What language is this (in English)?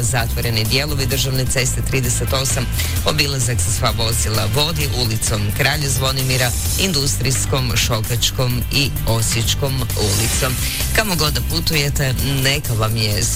Croatian